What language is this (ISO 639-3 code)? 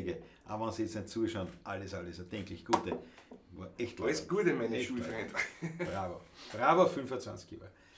bar